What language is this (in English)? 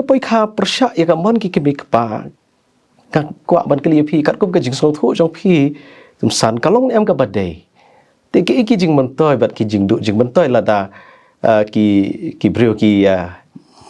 Khasi